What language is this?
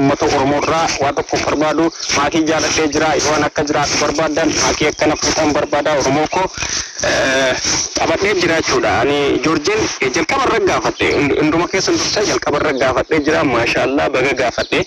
Oromo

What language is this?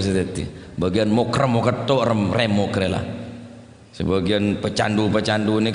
Madurese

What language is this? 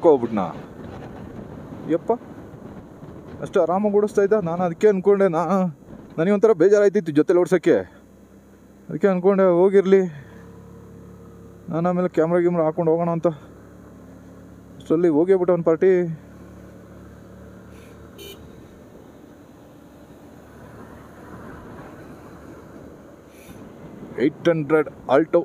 Kannada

